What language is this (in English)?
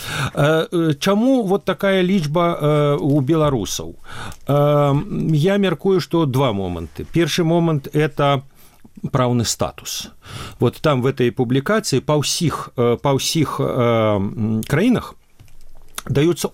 Belarusian